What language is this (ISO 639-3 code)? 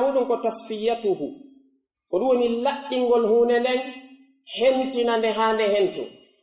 fuf